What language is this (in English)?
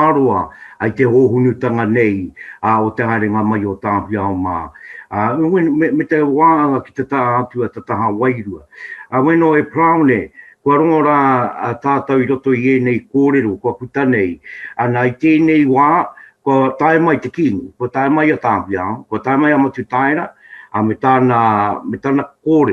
Māori